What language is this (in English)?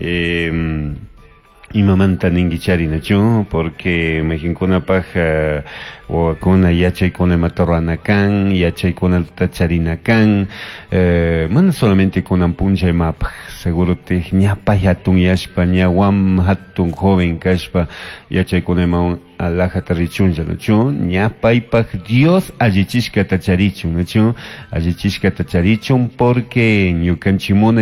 Chimborazo Highland Quichua